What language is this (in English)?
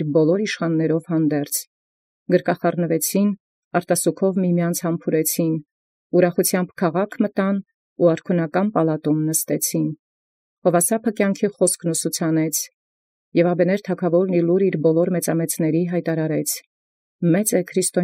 Armenian